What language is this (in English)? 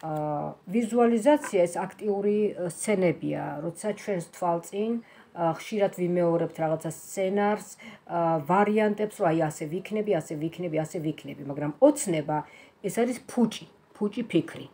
Georgian